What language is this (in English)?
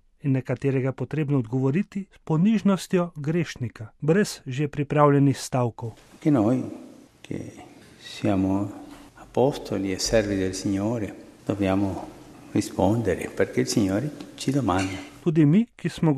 Slovenian